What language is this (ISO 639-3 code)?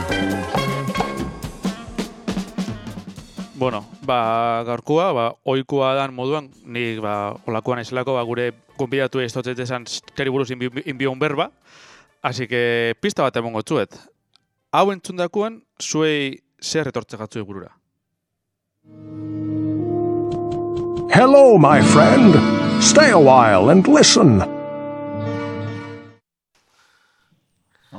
eus